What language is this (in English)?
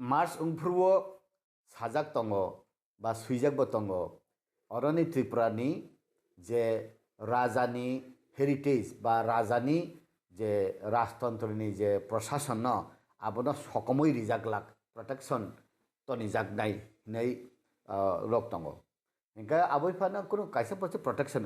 Kok Borok